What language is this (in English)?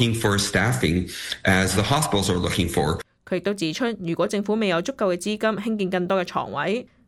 Cantonese